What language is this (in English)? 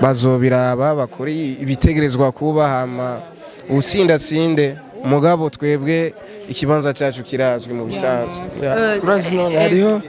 Rundi